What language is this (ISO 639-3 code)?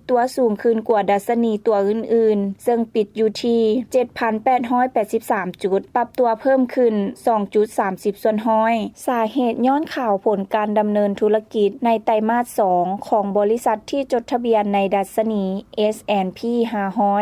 lao